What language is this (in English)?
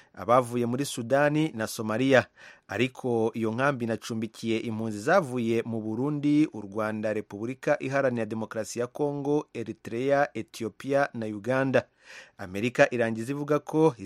Kinyarwanda